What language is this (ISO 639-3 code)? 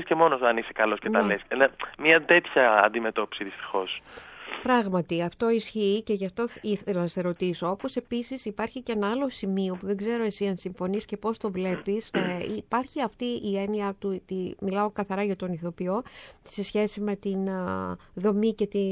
ell